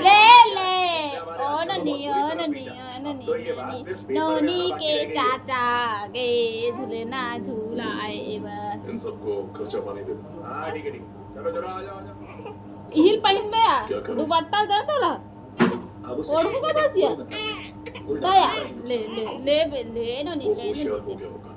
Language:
Chhattisgarhi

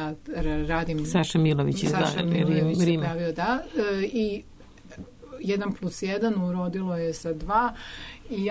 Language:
Serbian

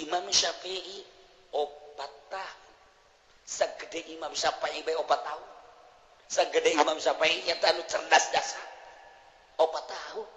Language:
Sundanese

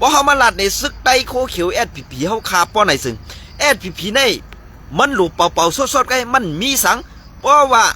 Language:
Shan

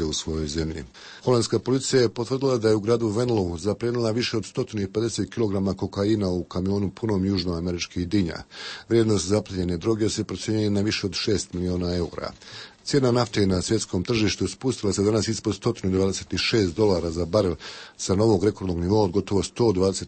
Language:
Croatian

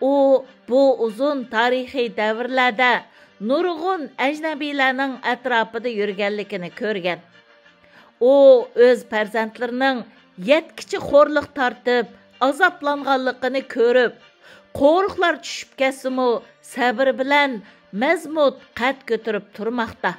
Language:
Uyghur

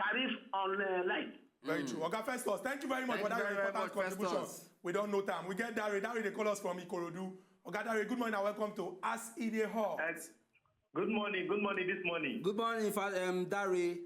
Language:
Nigerian Pidgin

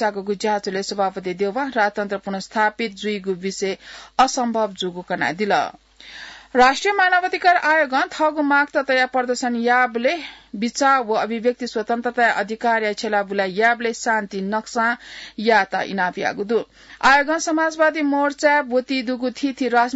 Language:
Newari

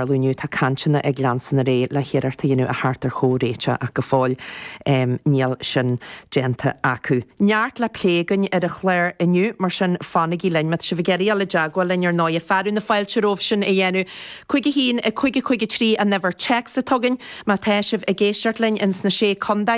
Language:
Irish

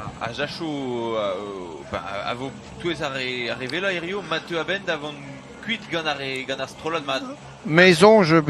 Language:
Breton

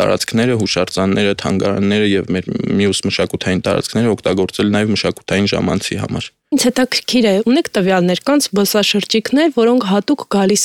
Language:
Armenian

